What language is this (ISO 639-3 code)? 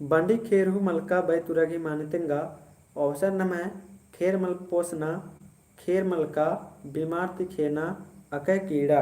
kru